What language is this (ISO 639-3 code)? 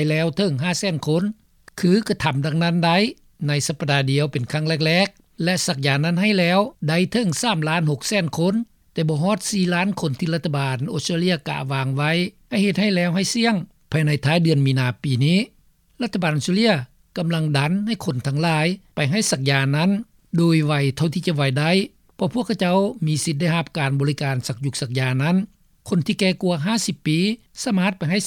lao